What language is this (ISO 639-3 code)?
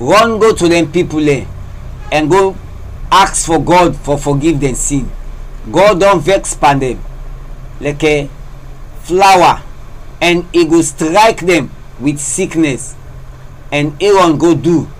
kri